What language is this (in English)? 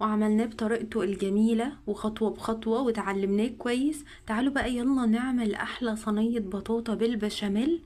Egyptian Arabic